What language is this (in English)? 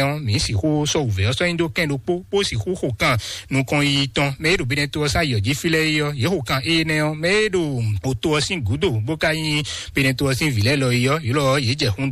Fon